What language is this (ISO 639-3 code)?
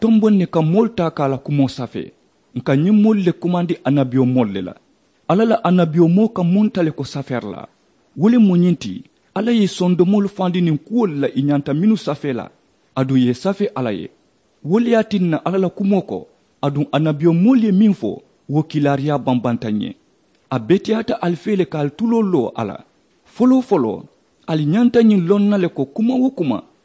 man